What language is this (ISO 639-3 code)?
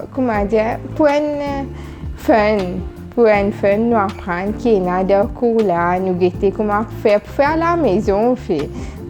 mfe